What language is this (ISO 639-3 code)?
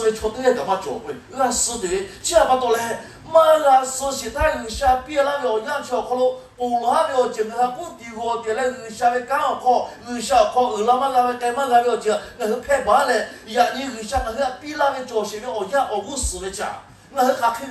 lhu